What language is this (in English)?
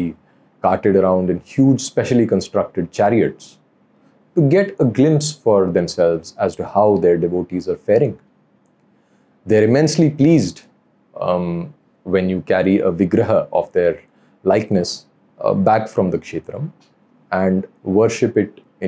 English